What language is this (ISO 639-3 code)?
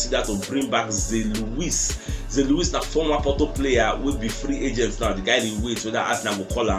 pcm